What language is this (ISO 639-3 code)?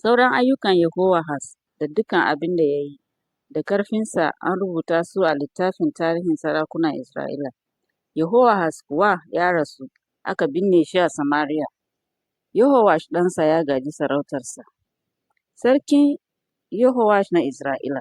hau